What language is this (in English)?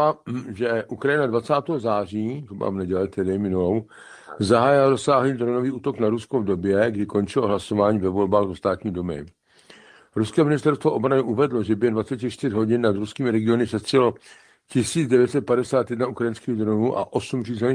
Czech